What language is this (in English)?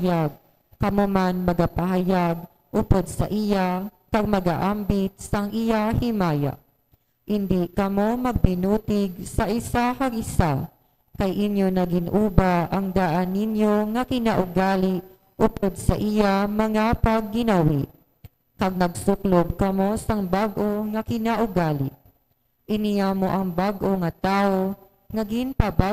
Hiligaynon